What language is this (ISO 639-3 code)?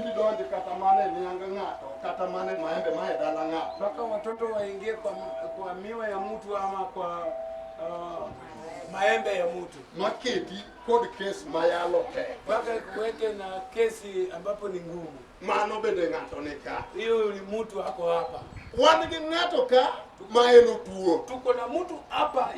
luo